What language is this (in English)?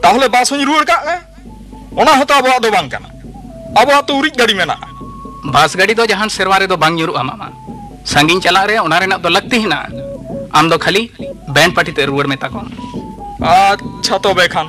Santali